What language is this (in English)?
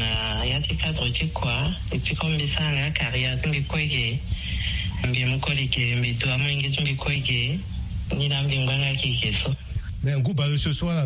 Sango